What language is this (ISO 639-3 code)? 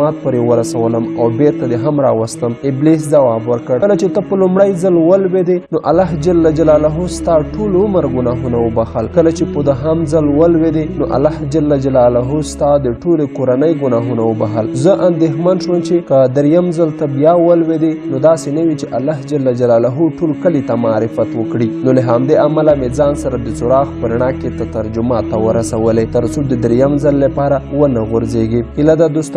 pus